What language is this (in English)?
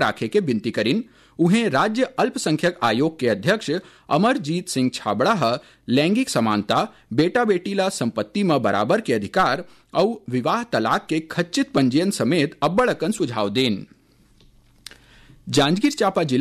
Chhattisgarhi